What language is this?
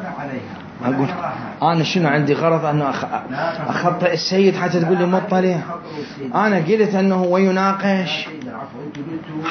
Mesopotamian Arabic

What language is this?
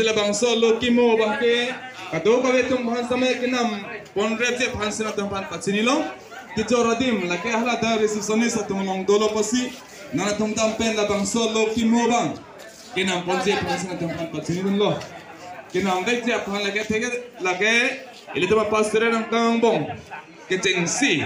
Karbi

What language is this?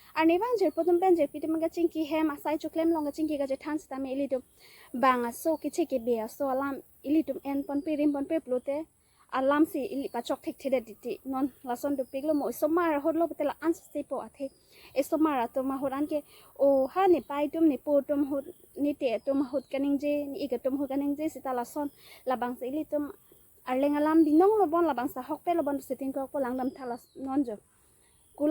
Karbi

